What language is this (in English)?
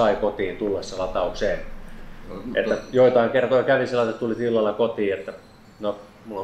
Finnish